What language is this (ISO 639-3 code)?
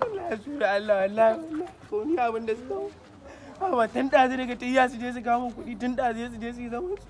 hau